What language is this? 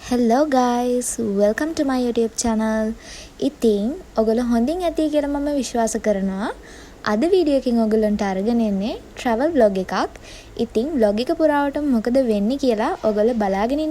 Sinhala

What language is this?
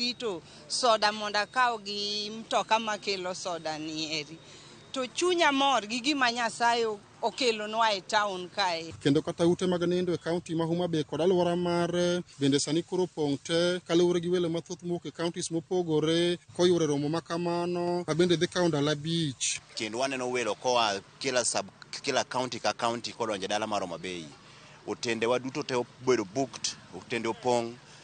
Luo (Kenya and Tanzania)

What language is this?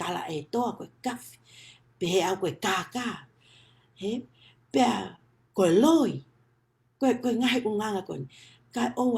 Tongan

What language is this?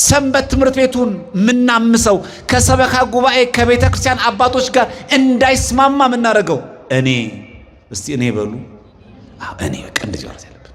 Amharic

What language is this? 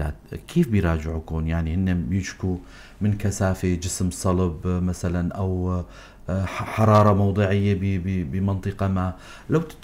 North Levantine Arabic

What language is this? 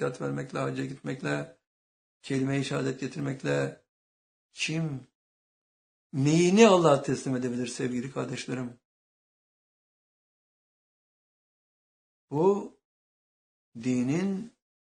Turkish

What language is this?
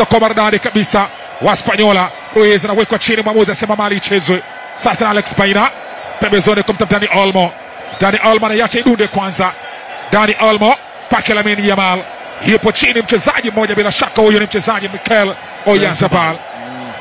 Swahili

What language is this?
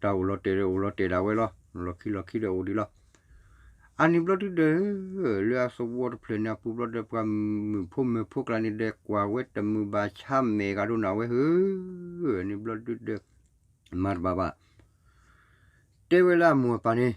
S'gaw Karen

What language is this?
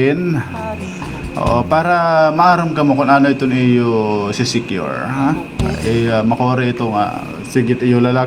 Waray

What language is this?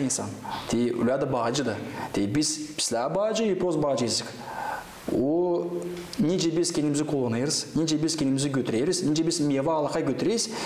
Gagauz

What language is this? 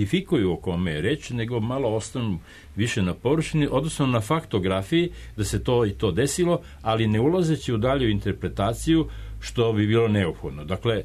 Serbian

